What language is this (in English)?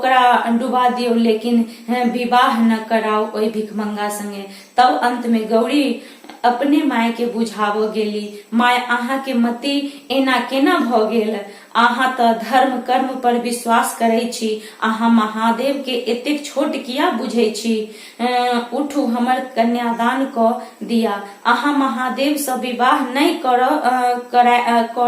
Maithili